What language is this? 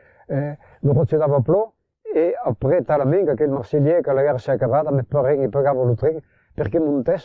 Occitan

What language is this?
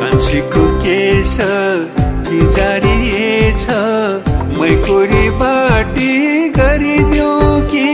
Newari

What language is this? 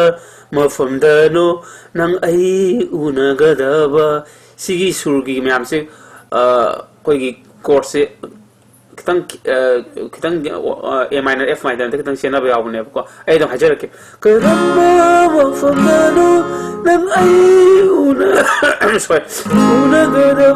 Manipuri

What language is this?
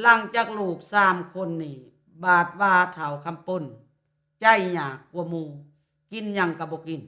Lao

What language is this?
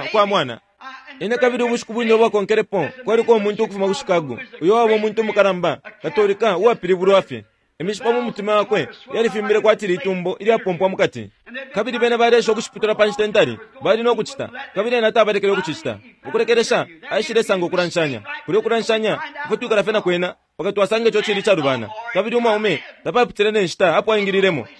Bemba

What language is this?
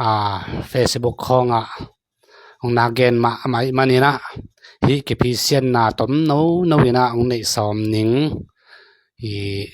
Tedim Chin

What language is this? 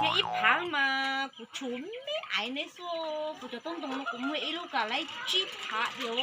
Hmong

